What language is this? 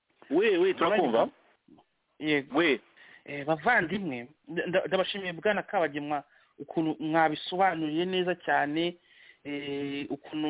Kinyarwanda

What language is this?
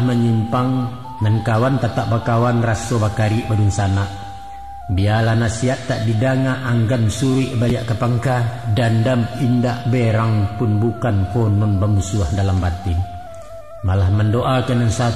Minangkabau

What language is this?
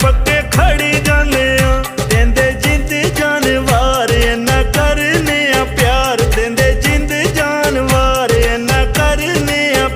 Pahari-Potwari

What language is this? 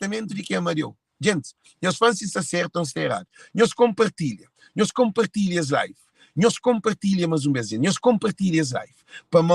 Kabuverdianu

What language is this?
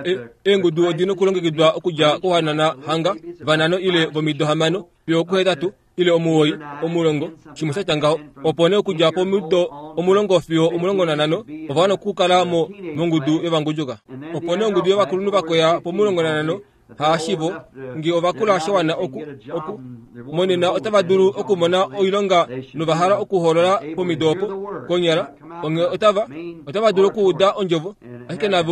Kuanyama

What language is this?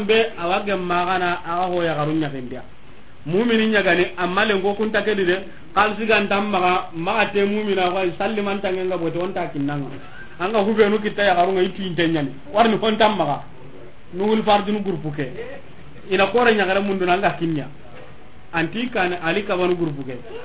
Soninke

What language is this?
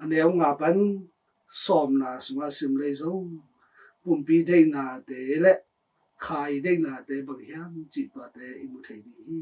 Tedim Chin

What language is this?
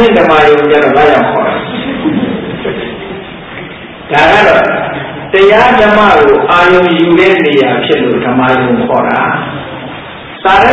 Burmese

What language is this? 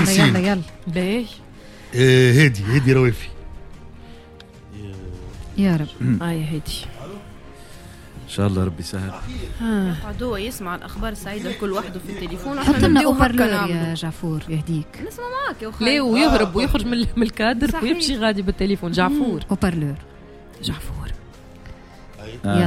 Tunisian Arabic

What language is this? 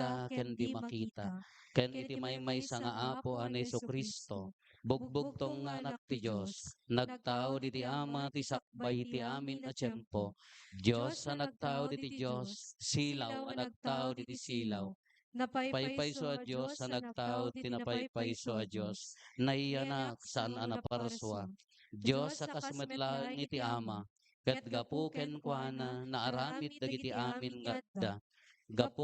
Iloko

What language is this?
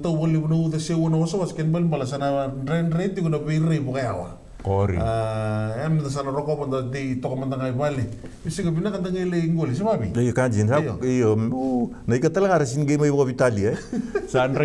Fijian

